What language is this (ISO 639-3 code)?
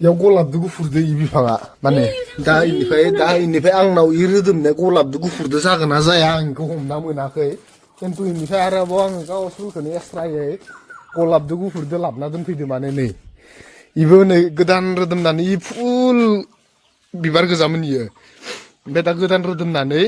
brx